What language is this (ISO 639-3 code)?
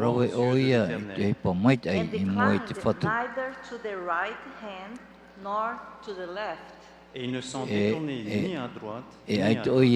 tah